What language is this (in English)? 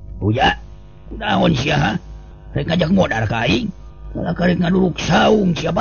Sundanese